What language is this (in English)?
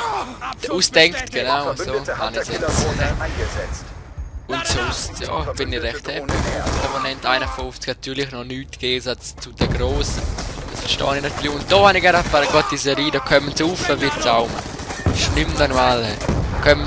Swiss German